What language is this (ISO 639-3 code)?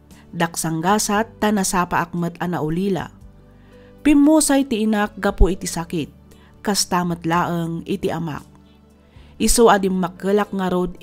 ilo